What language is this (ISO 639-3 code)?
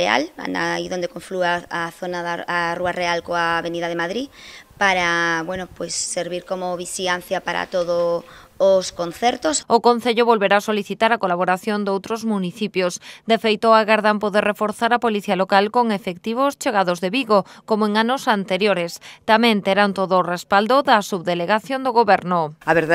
glg